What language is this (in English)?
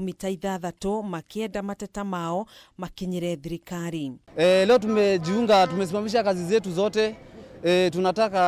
Kikuyu